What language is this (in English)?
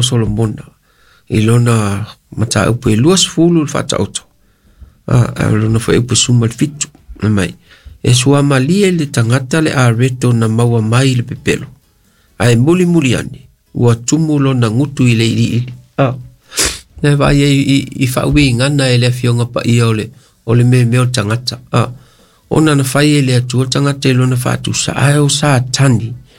Samoan